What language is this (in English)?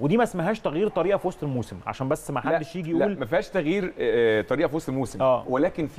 Egyptian Arabic